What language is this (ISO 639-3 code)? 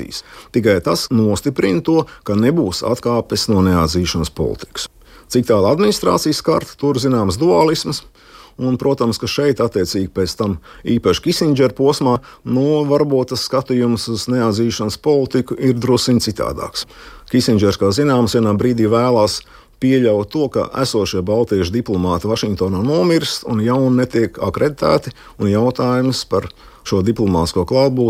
lav